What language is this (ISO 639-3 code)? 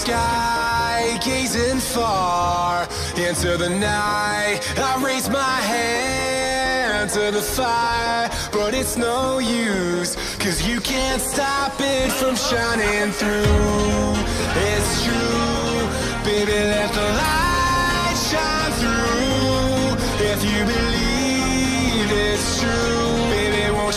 eng